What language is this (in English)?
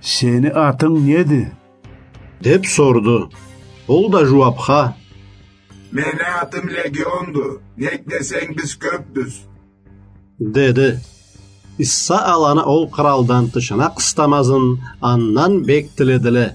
Karachay-Balkar